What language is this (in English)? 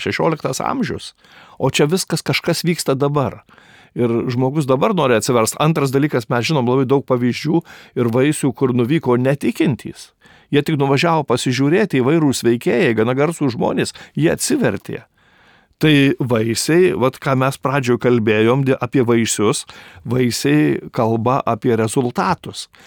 Lithuanian